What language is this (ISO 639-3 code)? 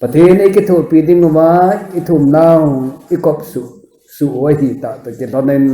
tcz